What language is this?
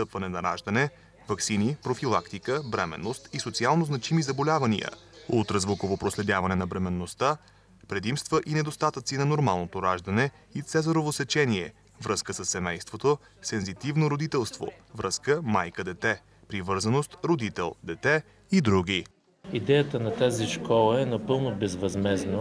Bulgarian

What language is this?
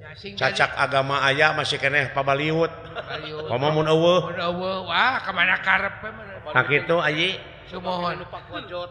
Sundanese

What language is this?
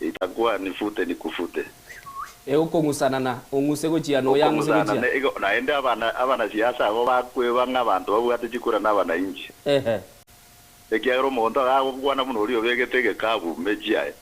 Gusii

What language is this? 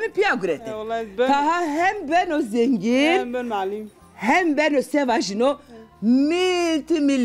Zaza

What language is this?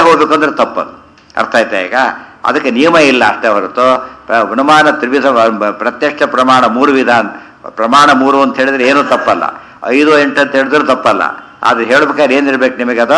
Kannada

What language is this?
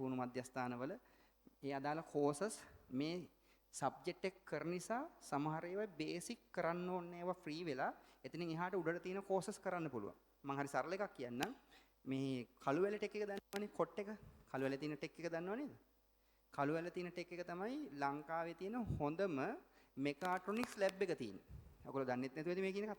Sinhala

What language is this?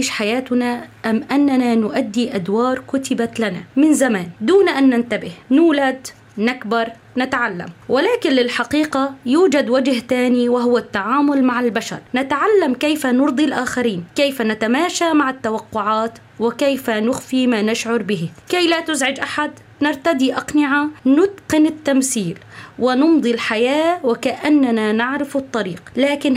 North Levantine Arabic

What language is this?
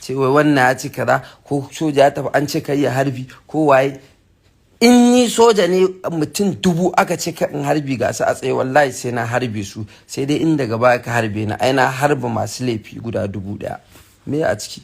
Hausa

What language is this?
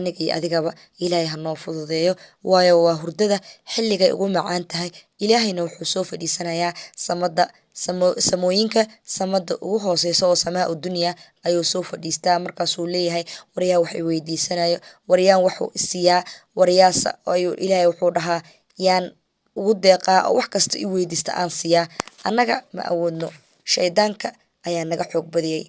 Somali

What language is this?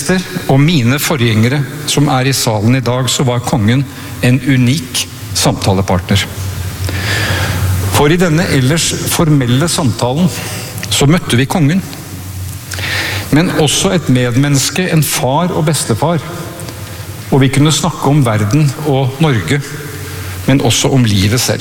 Norwegian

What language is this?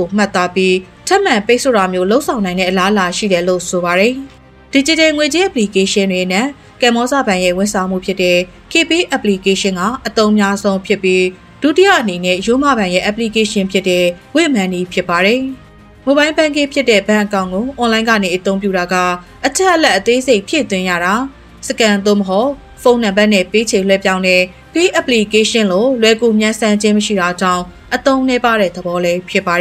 Burmese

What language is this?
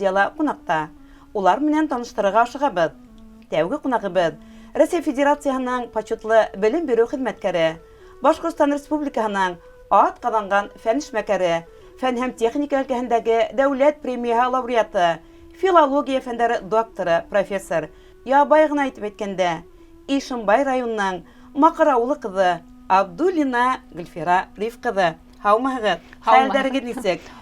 Bashkir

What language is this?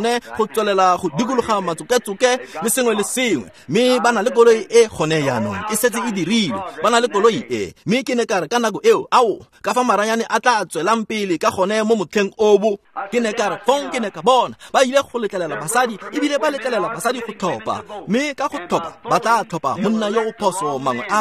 Tswana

